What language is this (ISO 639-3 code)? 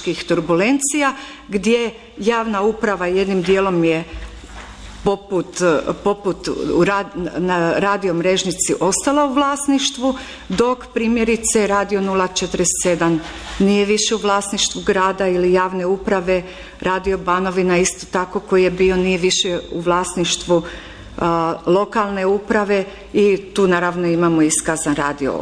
hrv